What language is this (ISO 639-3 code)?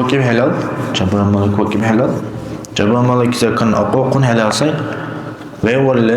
dar